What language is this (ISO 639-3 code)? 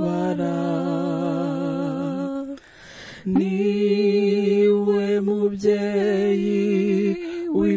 kin